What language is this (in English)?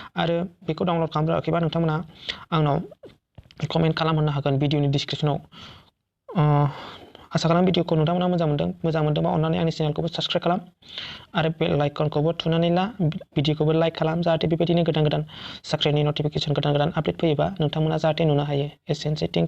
Bodo